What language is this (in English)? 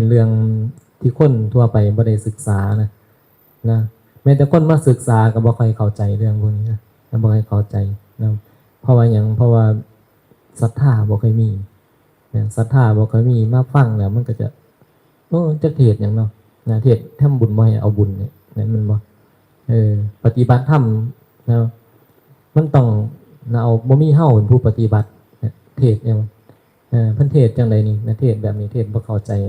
Northeastern Thai